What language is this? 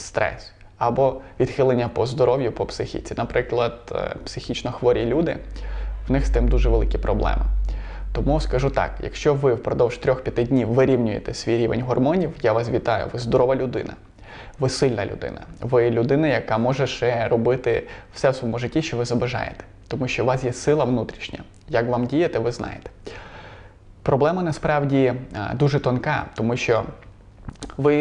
Ukrainian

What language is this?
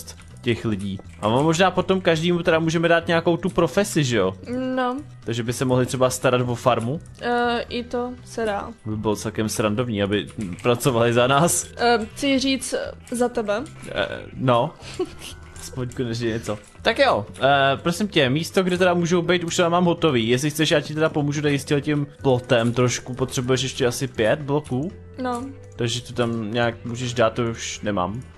Czech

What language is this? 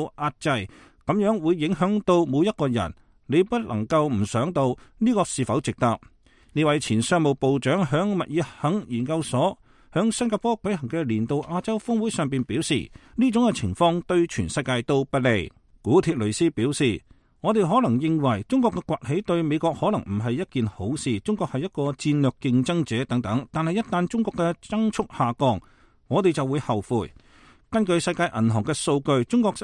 Cantonese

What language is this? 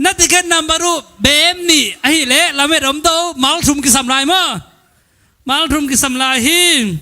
Tedim Chin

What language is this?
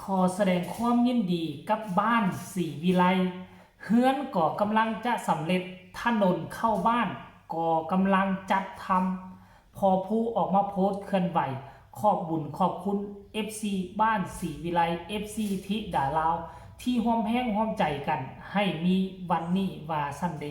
Northeastern Thai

